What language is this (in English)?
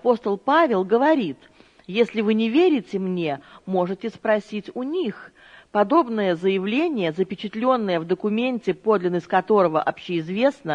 Russian